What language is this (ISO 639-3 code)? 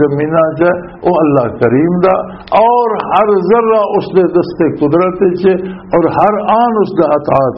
lah